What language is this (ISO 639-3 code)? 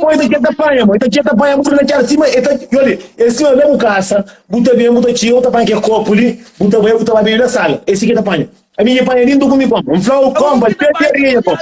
kea